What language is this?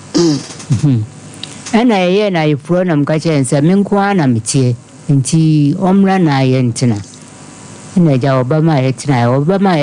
Akan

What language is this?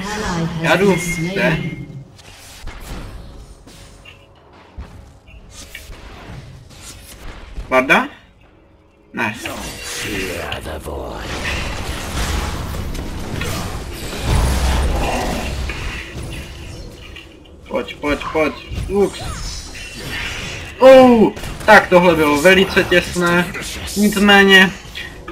Czech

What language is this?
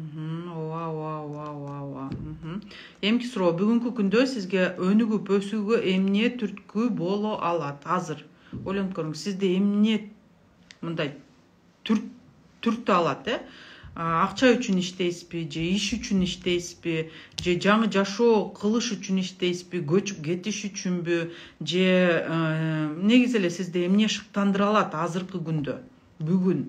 Kyrgyz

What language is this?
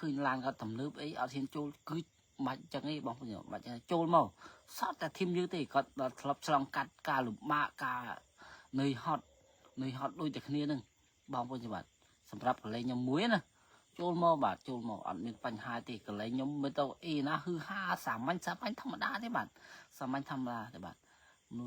Khmer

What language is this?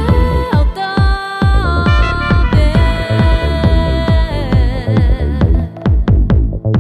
Polish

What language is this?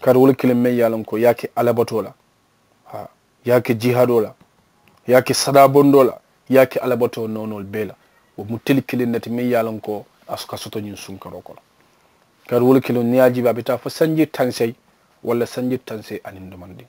Mandingo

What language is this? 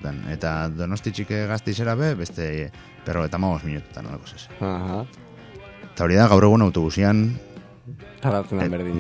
Basque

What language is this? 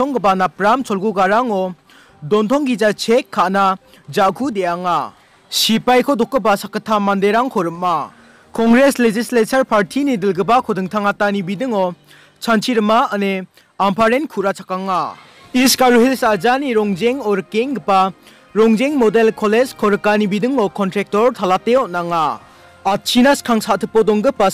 Garo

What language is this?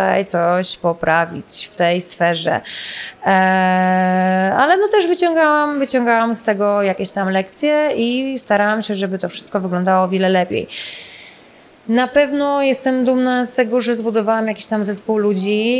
Polish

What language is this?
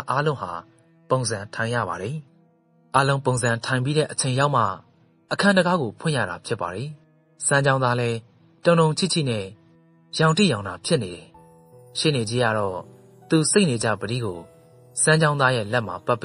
Burmese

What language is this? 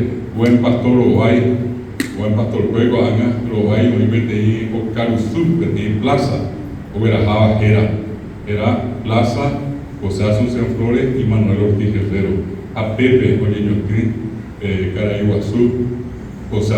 Guarani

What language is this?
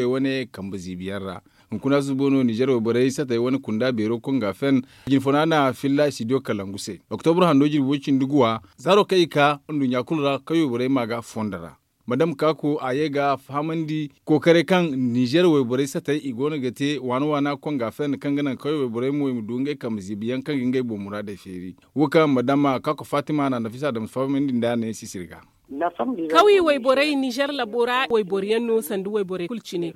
Zarma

